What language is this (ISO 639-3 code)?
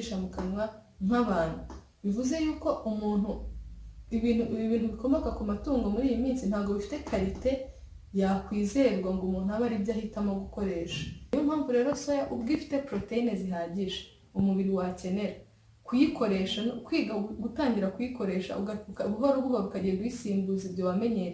kin